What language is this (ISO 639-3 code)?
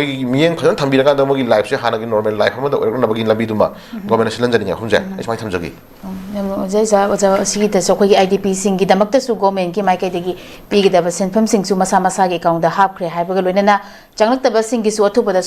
mni